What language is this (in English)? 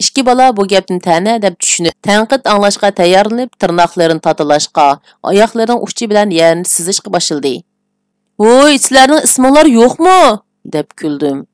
Uyghur